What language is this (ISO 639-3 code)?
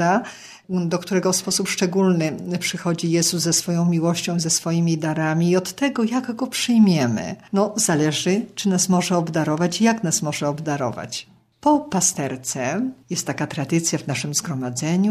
pol